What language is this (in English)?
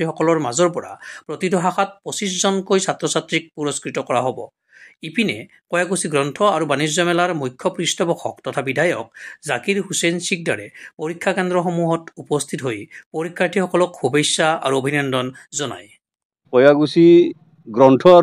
Assamese